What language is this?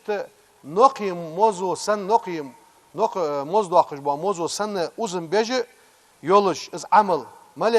Ingush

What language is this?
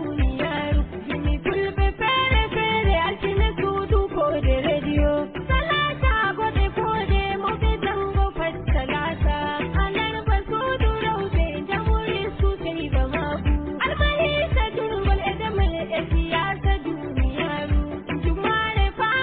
Nigerian Fulfulde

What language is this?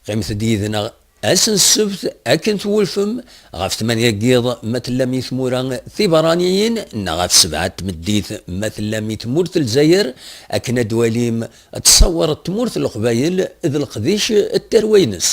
Kabyle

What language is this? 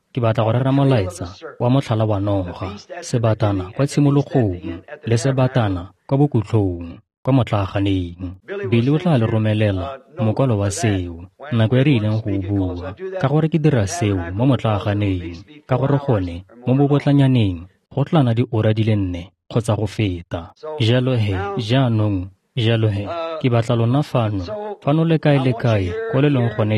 Tswana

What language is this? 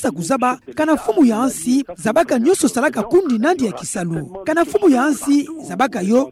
Kituba (Democratic Republic of Congo)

